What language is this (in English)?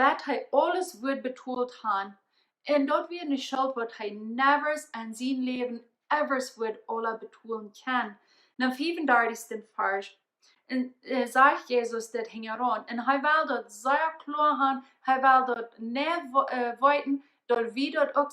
Plautdietsch